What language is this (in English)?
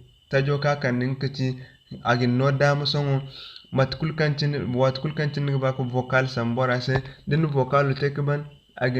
Zarma